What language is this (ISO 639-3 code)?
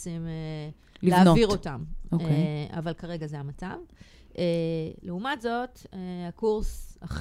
heb